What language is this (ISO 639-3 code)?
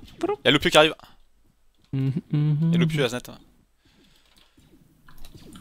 fra